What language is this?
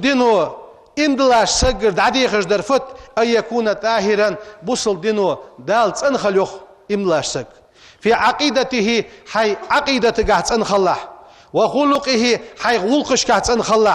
Ingush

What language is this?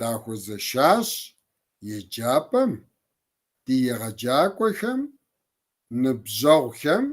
Kabardian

